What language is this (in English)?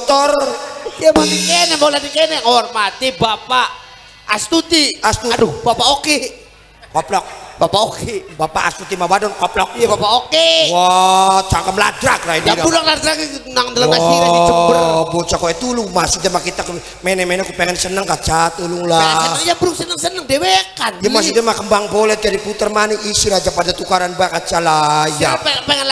Javanese